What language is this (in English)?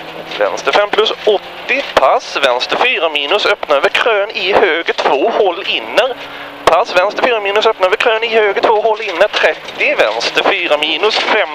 Swedish